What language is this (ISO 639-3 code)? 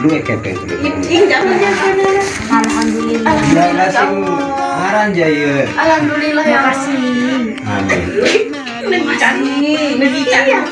sas